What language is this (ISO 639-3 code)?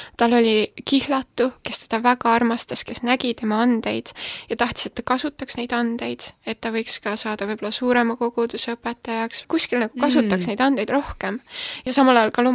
est